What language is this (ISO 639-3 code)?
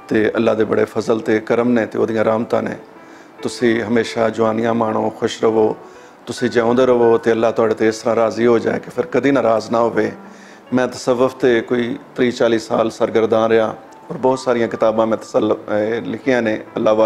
lah